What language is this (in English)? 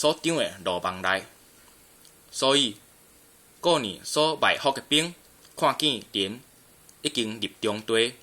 Min Nan Chinese